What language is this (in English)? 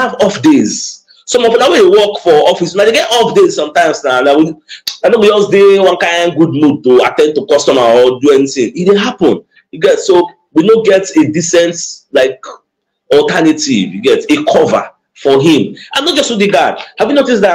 Nigerian Pidgin